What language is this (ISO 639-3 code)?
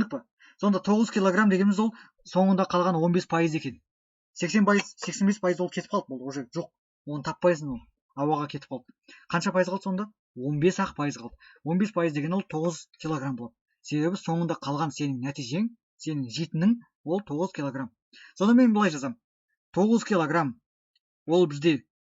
kaz